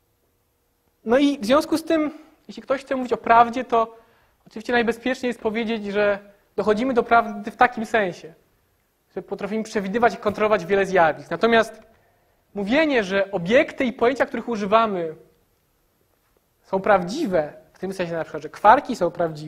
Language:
Polish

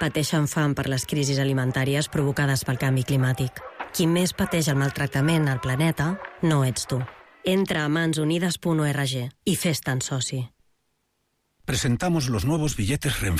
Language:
Catalan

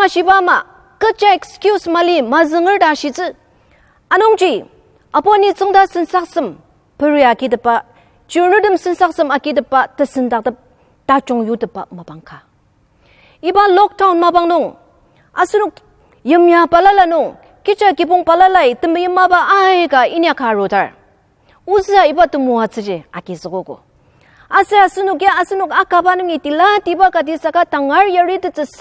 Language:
Ao Naga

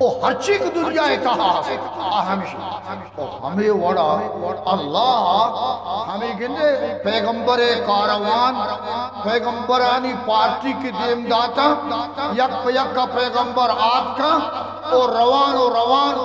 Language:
Eastern Balochi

